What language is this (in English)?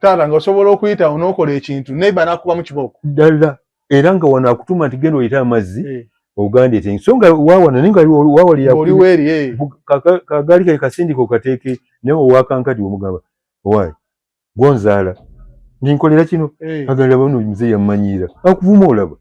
Ganda